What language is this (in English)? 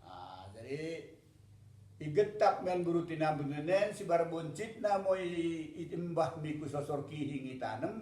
Batak Dairi